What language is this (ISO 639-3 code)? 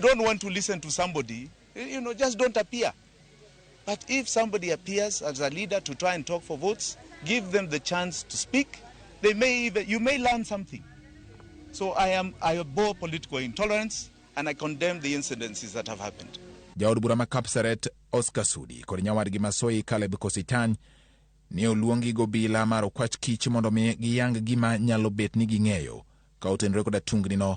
luo